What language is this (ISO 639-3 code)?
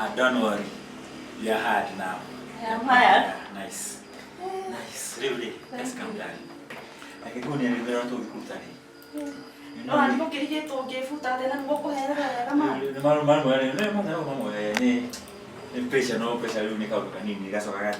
kik